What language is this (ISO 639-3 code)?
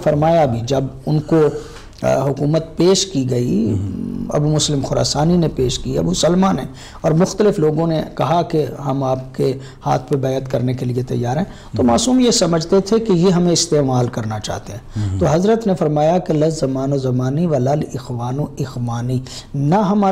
urd